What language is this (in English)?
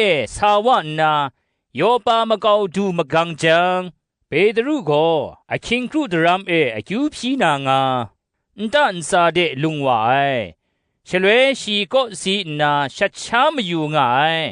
Kachin